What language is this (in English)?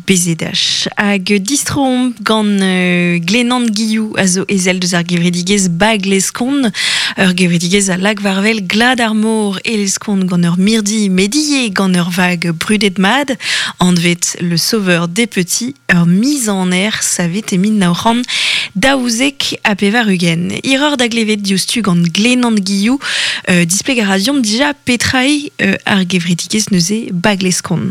Breton